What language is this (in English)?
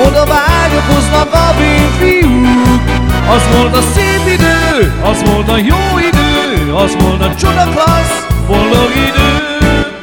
Hungarian